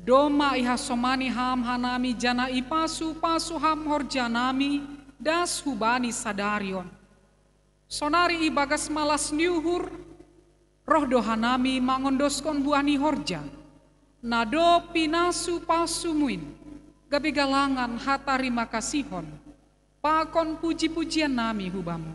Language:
Batak Simalungun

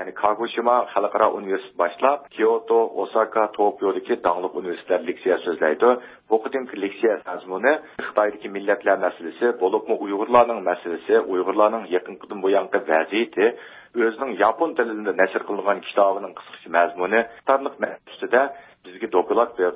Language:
Uyghur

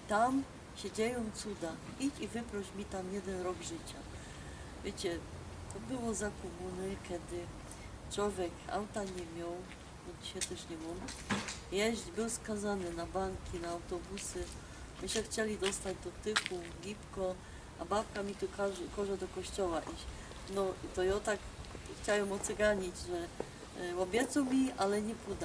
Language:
Silesian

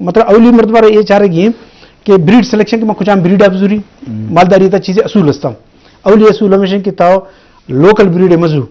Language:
Eastern Balochi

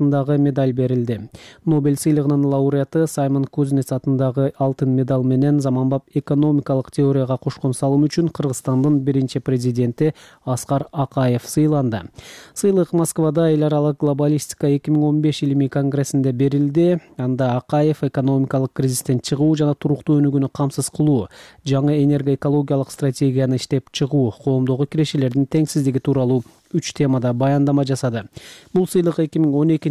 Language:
Kyrgyz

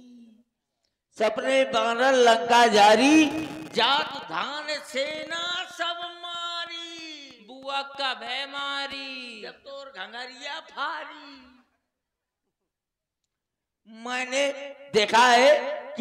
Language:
Hindi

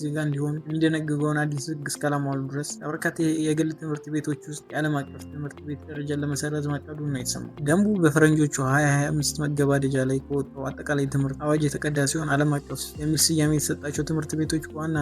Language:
Amharic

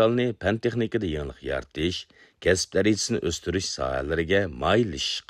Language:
Uyghur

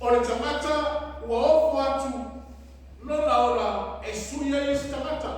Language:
Samoan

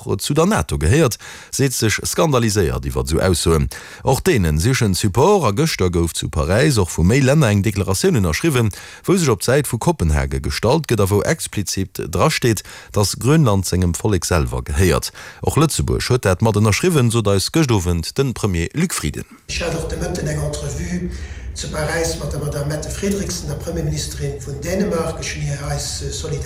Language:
Luxembourgish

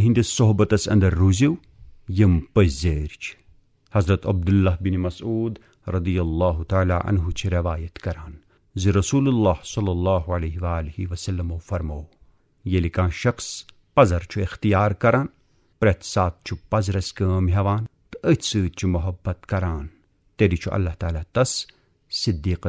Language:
Kashmiri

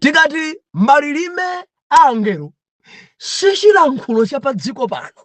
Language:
Nyanja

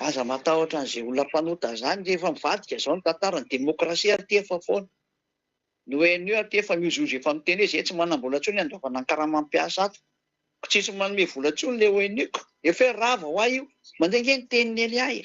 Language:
Malagasy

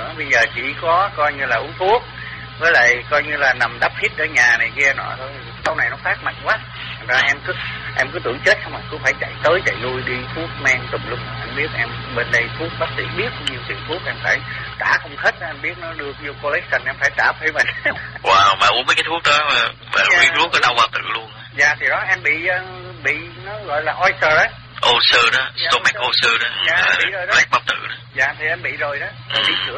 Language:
Vietnamese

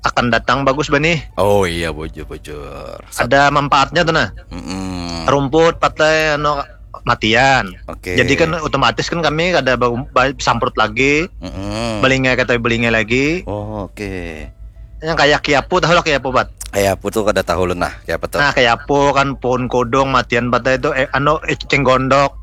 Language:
Banjar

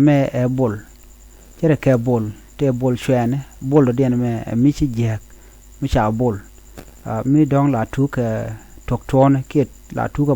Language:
Nuer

